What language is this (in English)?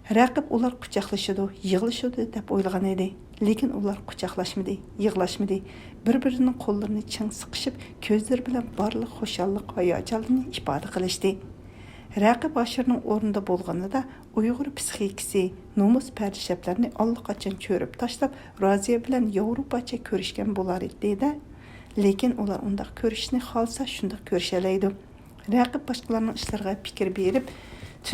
Uyghur